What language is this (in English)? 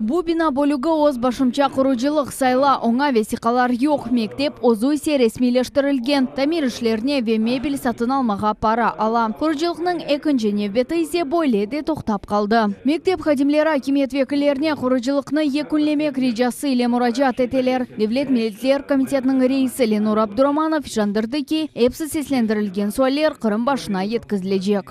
Crimean Tatar